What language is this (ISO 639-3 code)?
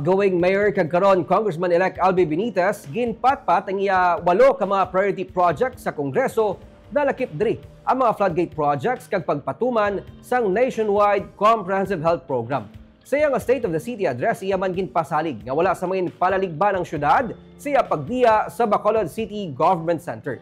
hil